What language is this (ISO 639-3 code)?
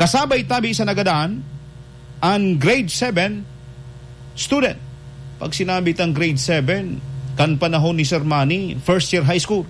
bik